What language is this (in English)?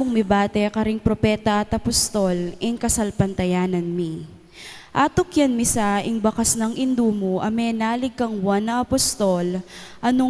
Pampanga